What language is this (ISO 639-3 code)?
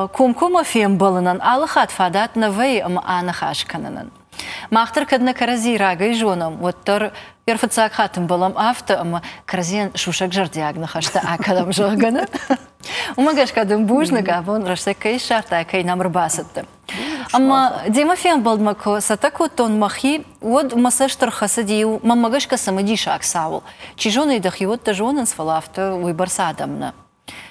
oss